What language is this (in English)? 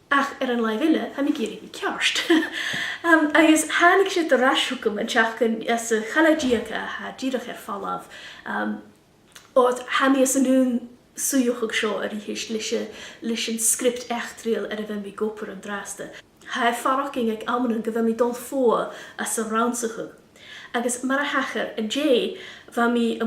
Scottish Gaelic